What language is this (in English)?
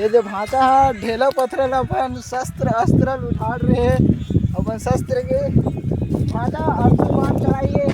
Chhattisgarhi